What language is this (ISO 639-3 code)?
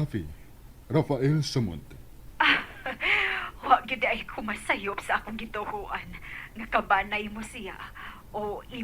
ceb